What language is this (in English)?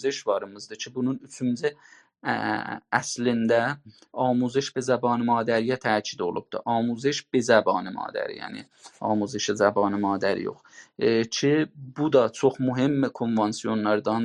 South Azerbaijani